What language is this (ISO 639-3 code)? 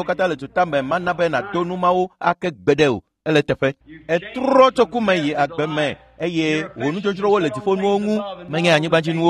ewe